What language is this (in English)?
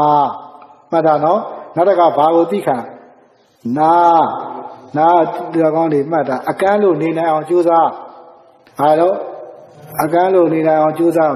Burmese